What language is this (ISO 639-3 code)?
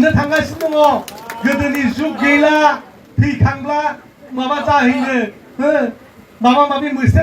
brx